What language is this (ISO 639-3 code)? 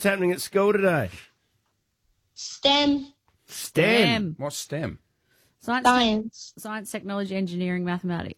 eng